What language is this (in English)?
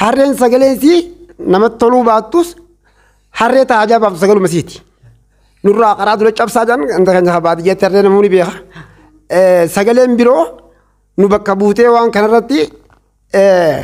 Oromo